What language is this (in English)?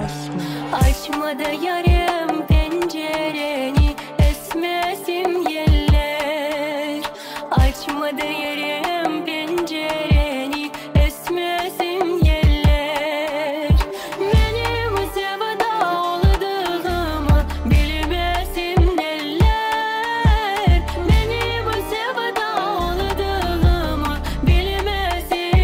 Crimean Tatar